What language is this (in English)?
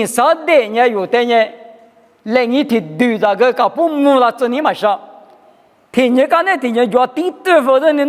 Lisu